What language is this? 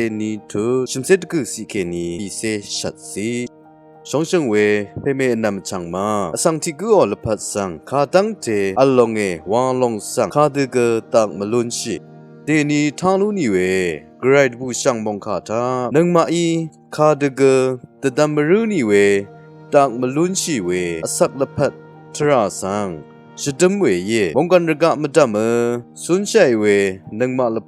Rawang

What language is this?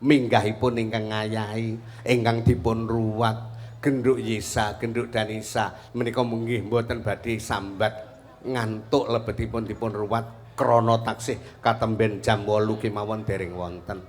Javanese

